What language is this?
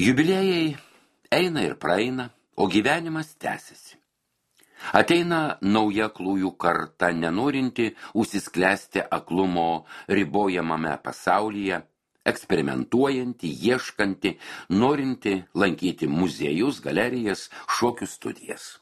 Lithuanian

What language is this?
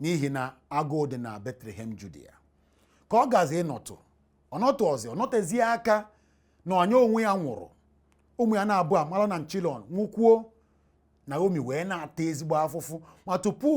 Igbo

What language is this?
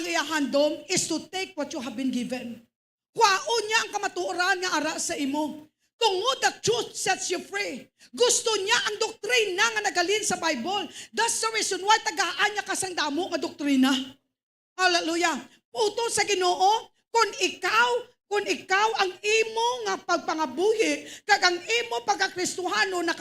Hiligaynon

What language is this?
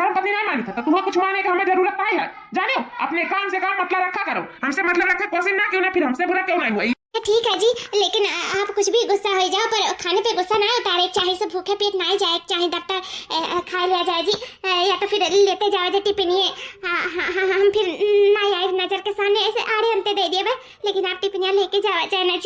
Awadhi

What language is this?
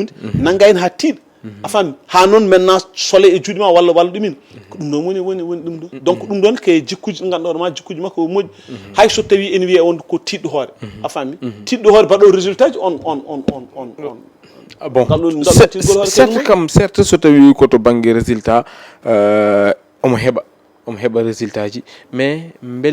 Fula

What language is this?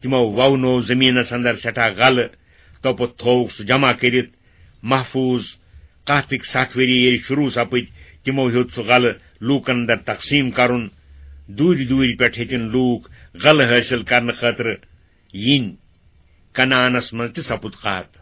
Kashmiri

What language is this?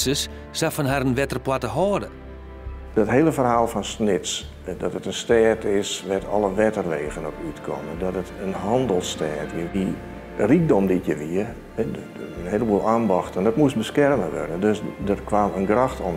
Western Frisian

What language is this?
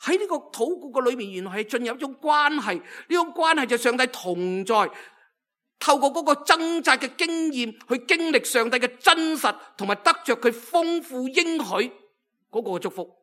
Cantonese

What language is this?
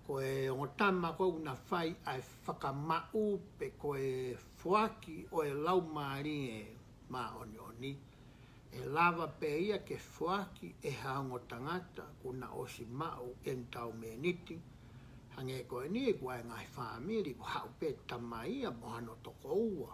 Tongan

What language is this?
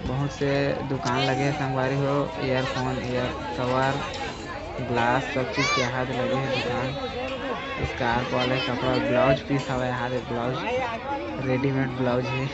Chhattisgarhi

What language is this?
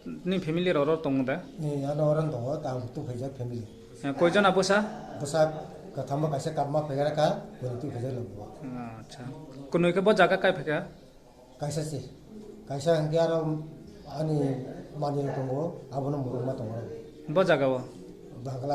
Riang (India)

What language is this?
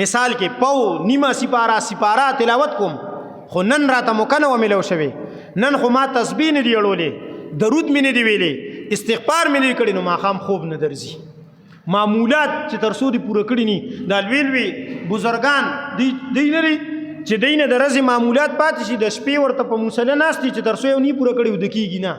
Pashto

